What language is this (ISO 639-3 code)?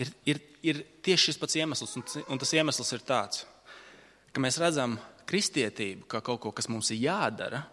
lav